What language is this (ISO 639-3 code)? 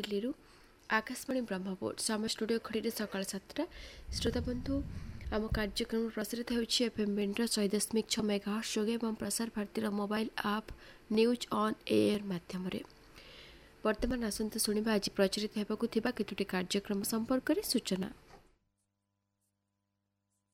ori